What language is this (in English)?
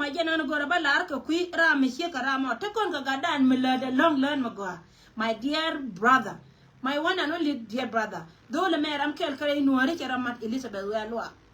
Nuer